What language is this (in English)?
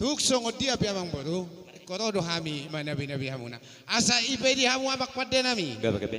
Batak Toba